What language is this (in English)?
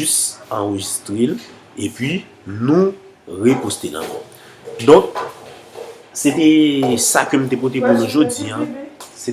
Haitian Creole